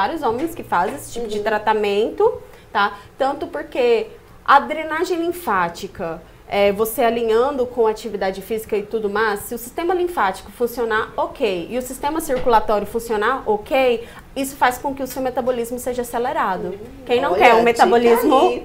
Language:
Portuguese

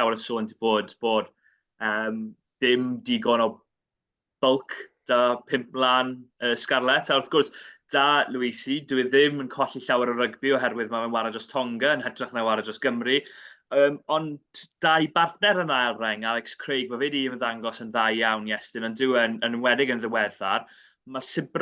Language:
Welsh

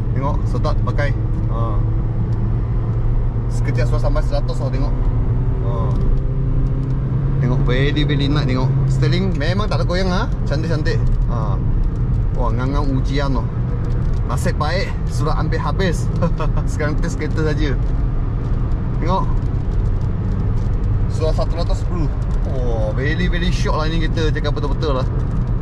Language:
Malay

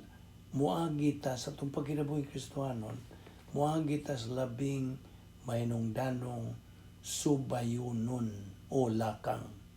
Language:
Cebuano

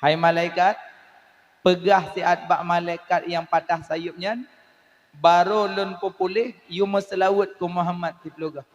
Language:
Achinese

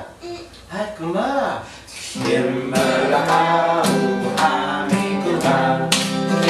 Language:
Scottish Gaelic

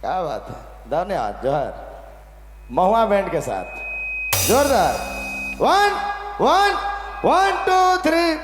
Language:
Sadri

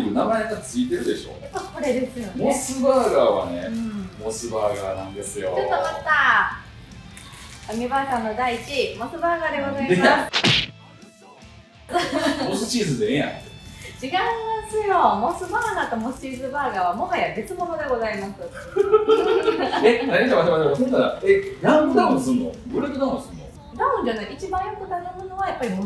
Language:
Japanese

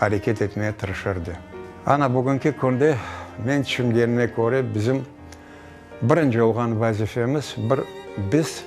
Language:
Crimean Tatar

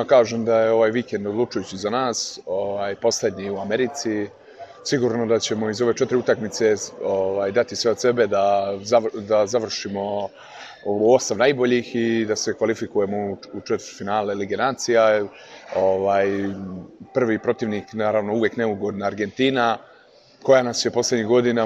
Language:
Serbian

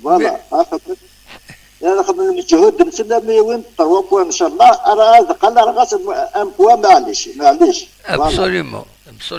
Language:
Kabyle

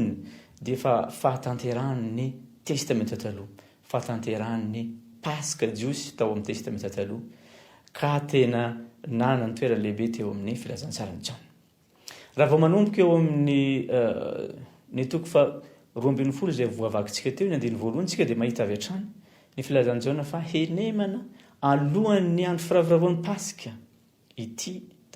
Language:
Malagasy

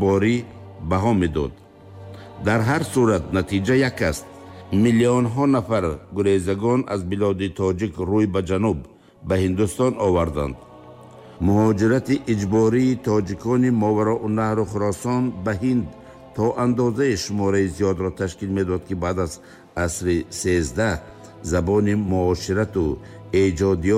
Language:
Tajik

